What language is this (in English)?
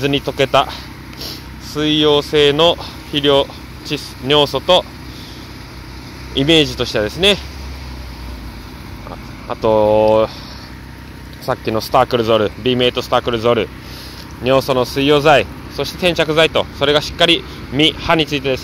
Japanese